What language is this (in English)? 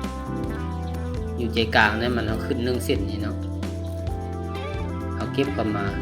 Lao